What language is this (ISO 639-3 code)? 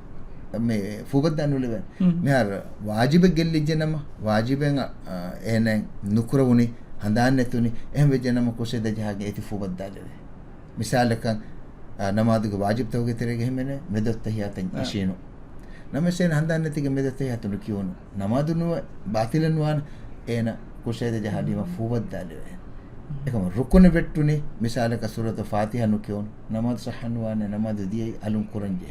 div